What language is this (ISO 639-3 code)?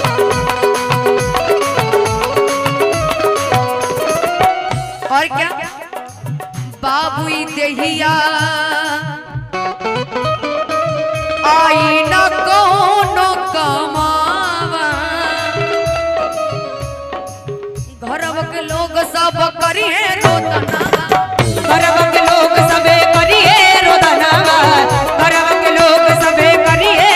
bho